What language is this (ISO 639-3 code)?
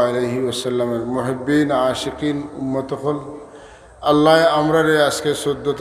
syl